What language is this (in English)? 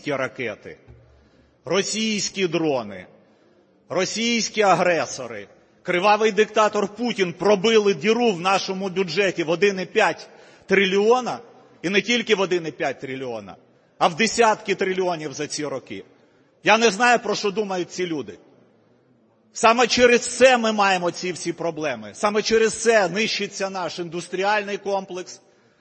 Ukrainian